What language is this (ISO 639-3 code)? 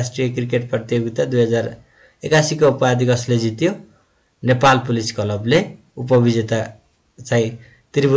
nep